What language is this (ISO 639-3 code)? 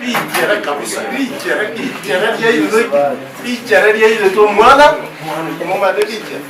guz